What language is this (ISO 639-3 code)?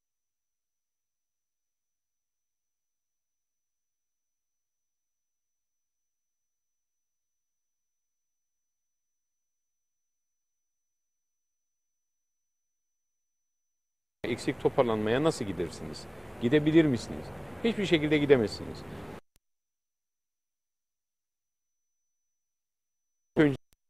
tur